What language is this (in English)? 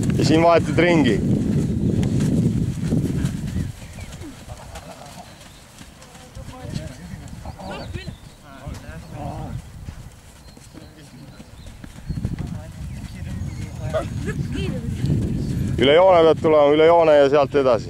Estonian